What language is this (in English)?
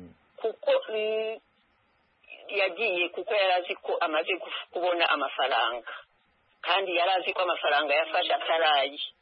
Kinyarwanda